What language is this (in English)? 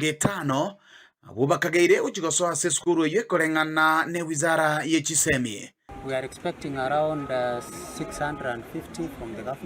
Gusii